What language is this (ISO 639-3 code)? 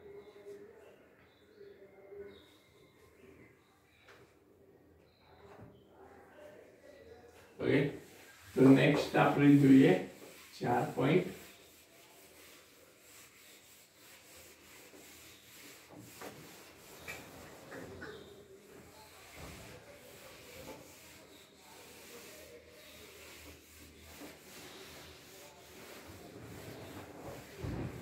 guj